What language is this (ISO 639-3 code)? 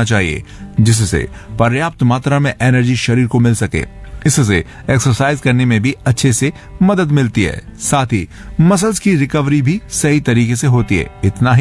hin